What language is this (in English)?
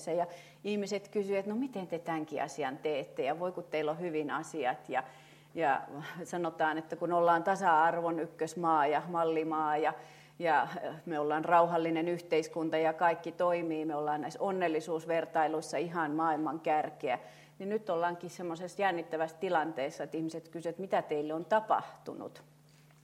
Finnish